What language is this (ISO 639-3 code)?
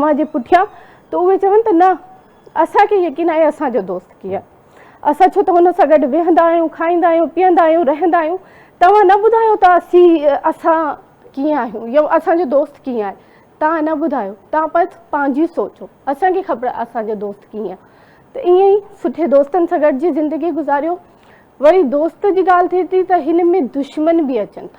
snd